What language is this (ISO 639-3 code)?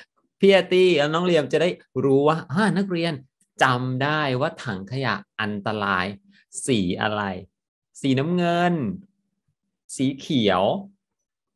tha